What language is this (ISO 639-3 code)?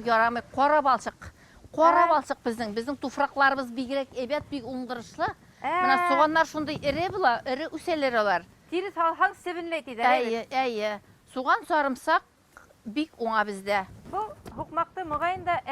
bak